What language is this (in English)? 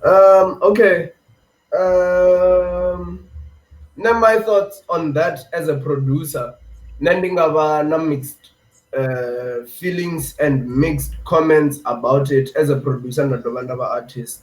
Venda